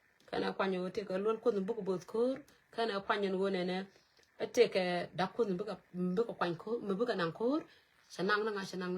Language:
Nuer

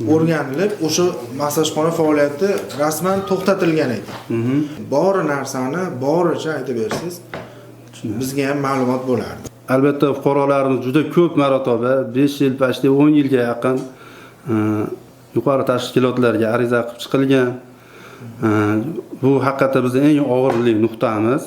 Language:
Uzbek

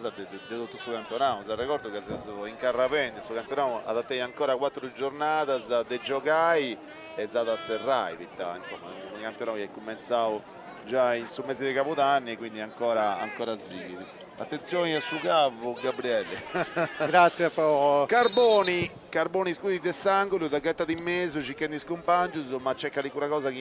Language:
Sardinian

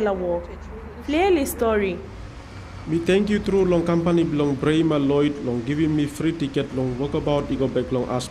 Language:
Tok Pisin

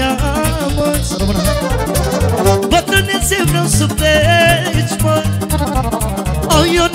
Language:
Romanian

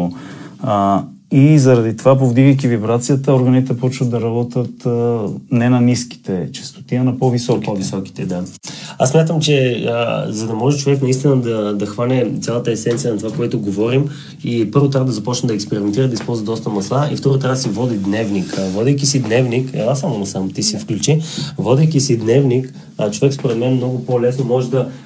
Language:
Bulgarian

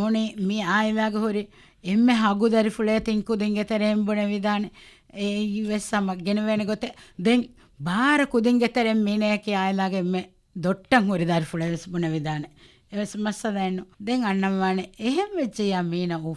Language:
Divehi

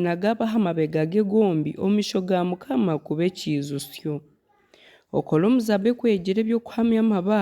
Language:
Nyankole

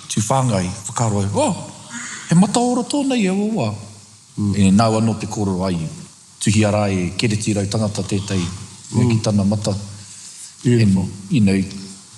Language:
Māori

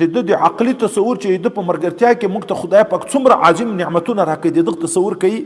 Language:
Pashto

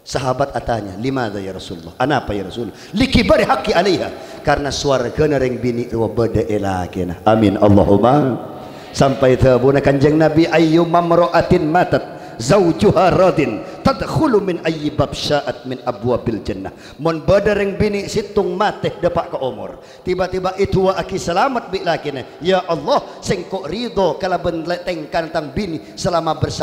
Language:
Madurese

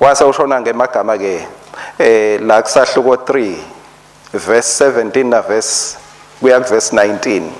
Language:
Swati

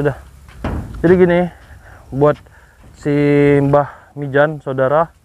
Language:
Indonesian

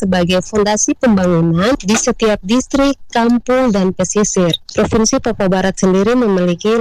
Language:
Indonesian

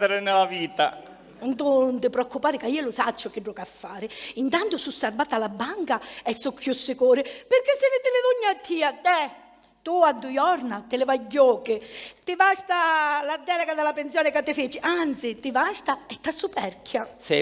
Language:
Sicilian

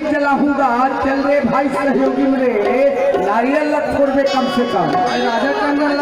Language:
Chhattisgarhi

